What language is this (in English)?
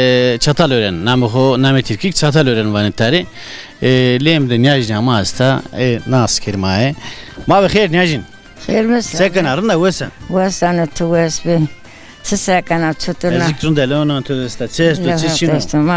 Zaza